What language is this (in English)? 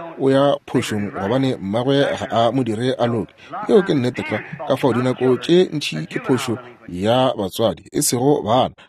Northern Sotho